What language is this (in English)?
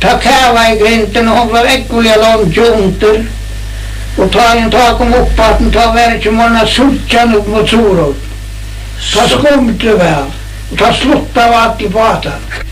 Faroese